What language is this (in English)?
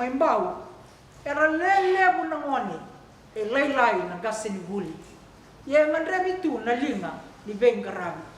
Fijian